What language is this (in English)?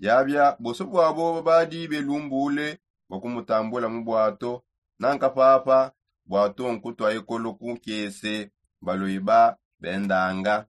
Songe